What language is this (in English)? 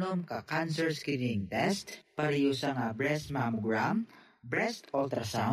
Hiligaynon